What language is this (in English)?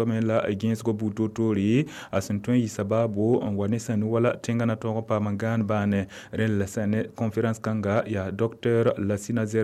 Mossi